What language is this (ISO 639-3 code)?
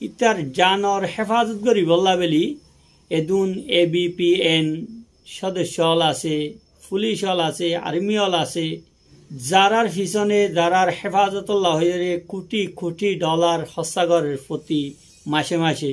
rhg